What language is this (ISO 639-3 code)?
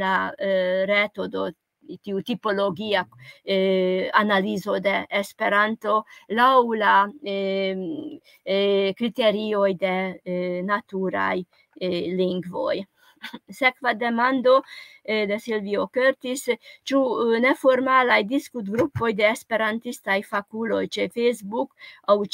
epo